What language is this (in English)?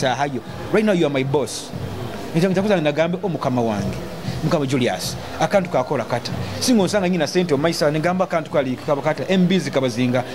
Nyoro